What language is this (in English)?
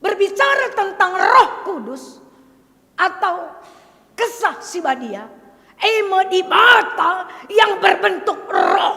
Batak Karo